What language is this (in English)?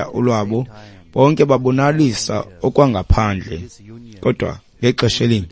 Xhosa